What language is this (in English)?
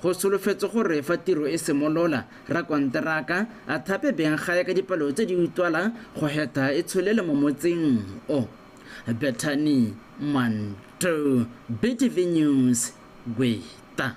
Tswana